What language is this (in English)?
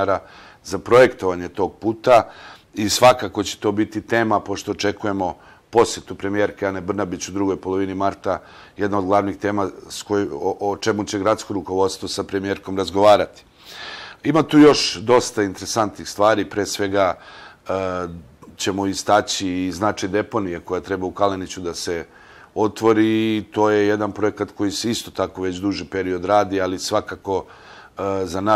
Serbian